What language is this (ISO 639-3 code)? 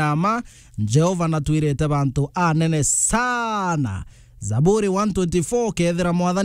mer